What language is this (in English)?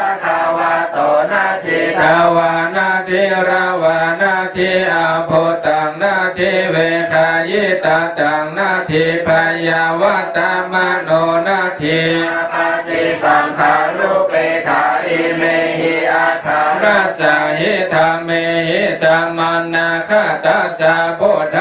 Pali